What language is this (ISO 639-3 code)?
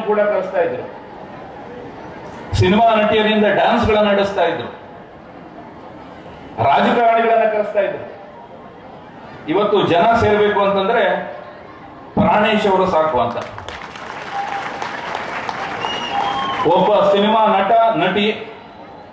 kan